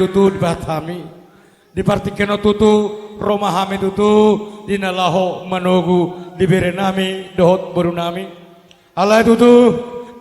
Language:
Batak Toba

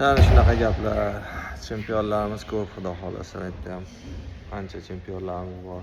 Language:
Uzbek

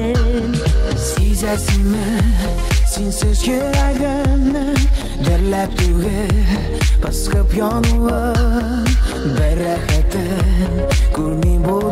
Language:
Tatar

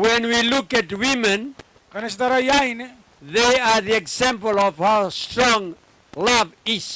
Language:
Gilbertese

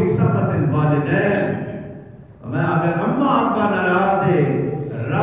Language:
Saraiki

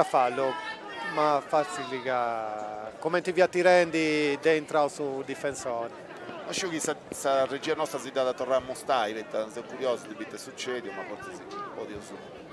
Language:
Sardinian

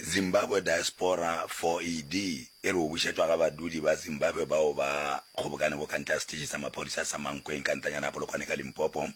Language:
Northern Sotho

